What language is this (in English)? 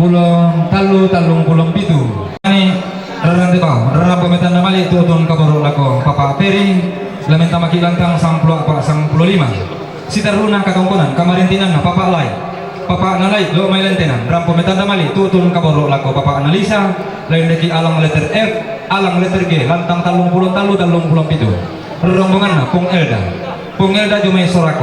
Toraja-Sa'dan